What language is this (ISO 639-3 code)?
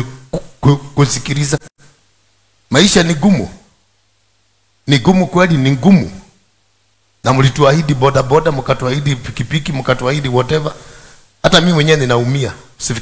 swa